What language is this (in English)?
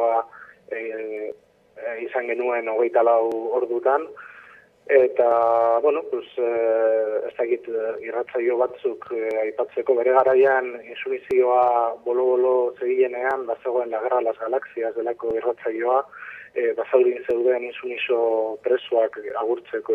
Basque